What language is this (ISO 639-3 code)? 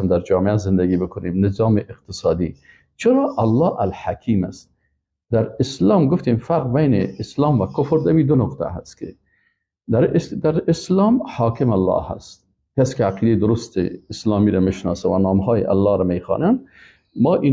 fas